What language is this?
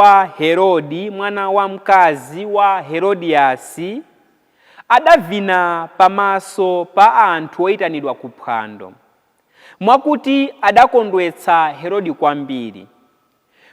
Nyanja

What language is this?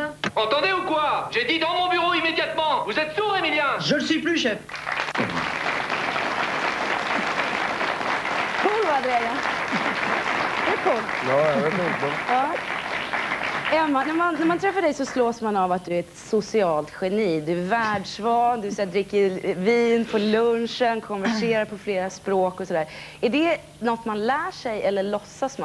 Swedish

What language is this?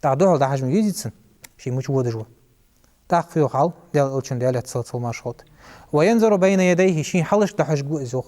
Ingush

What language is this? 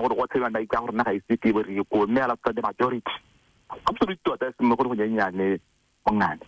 Tswana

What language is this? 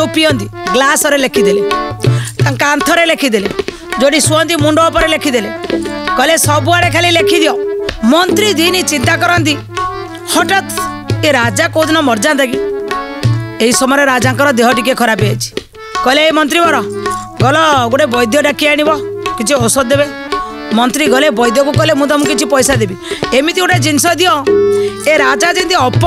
Odia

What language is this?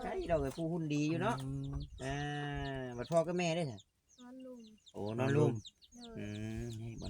Northeastern Thai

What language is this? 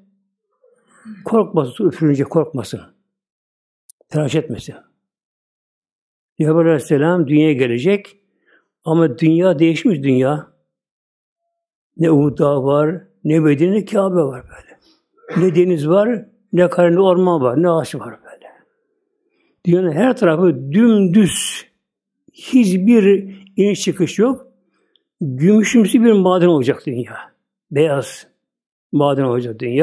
Turkish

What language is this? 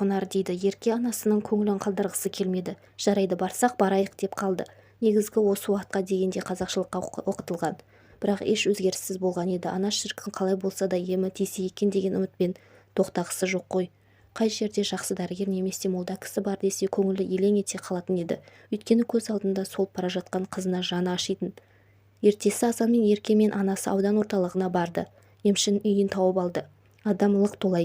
Kazakh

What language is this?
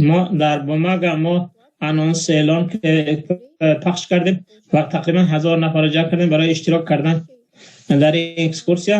Tajik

